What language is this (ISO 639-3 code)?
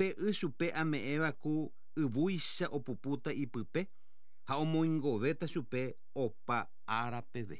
grn